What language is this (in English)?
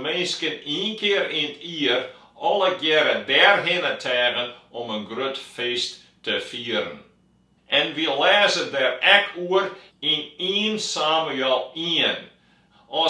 Western Frisian